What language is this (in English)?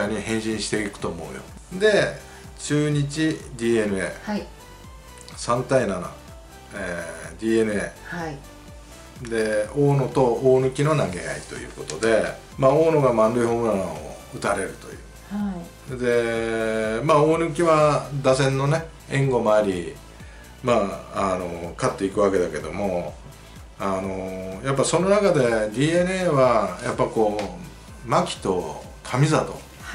Japanese